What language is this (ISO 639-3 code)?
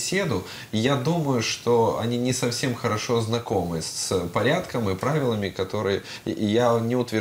rus